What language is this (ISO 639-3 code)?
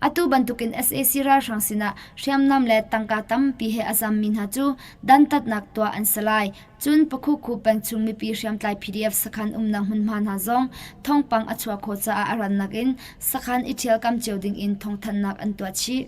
cnh